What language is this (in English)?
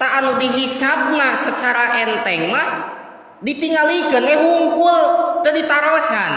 Sundanese